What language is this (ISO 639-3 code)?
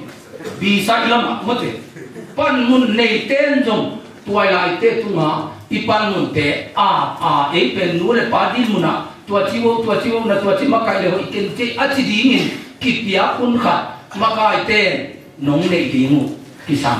ctd